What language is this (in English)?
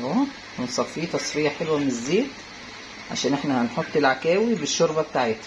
Egyptian Arabic